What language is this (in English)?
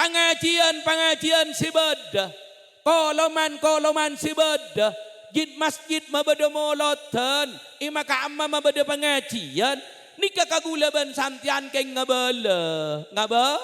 Madurese